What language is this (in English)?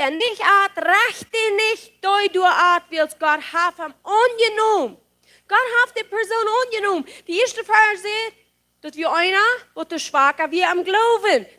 Plautdietsch